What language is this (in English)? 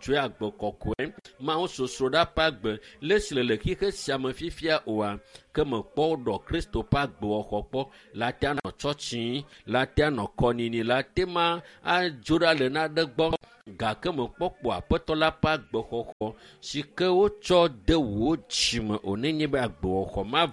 Ewe